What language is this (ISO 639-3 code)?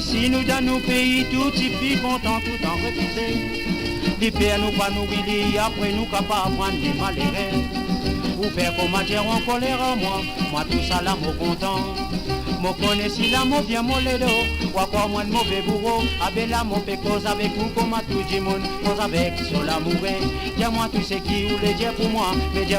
mfe